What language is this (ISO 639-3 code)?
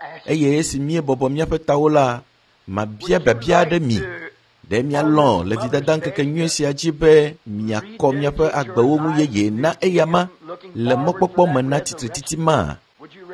ewe